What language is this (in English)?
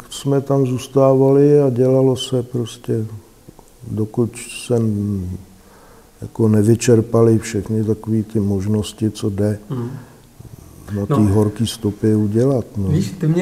Czech